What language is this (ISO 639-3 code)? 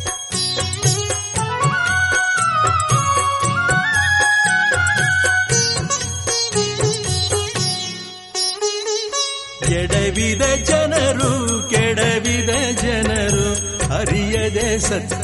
kan